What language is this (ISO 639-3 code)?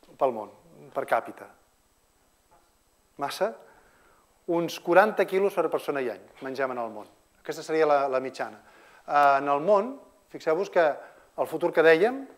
cat